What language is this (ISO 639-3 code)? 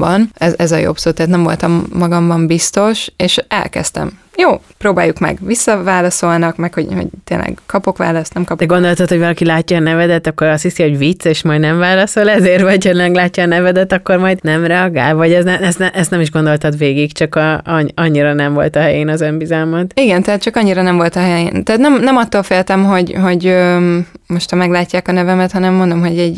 hun